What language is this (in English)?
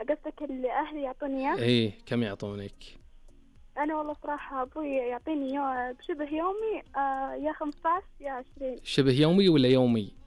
Najdi Arabic